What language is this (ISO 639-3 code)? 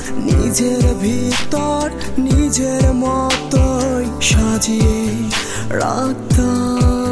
ben